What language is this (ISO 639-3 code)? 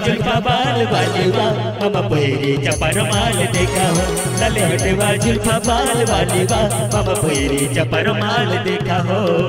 bho